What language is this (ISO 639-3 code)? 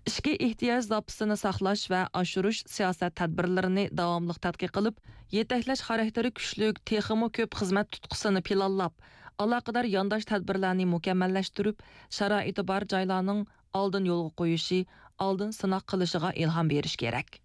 uig